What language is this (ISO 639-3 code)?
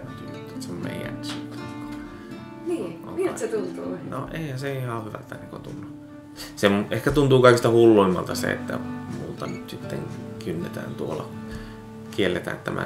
fin